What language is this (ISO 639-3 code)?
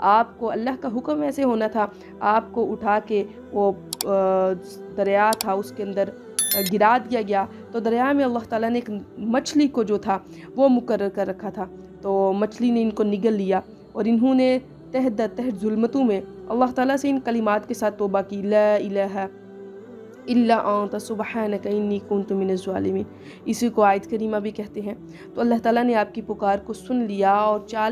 urd